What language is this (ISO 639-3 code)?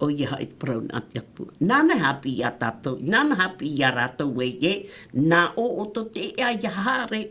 tah